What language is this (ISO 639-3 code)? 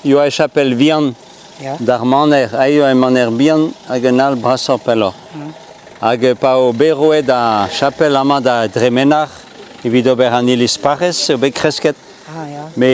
bre